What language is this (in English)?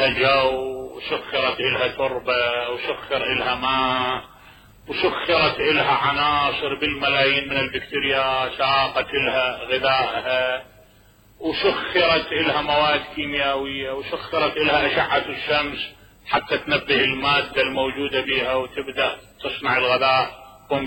Mesopotamian Arabic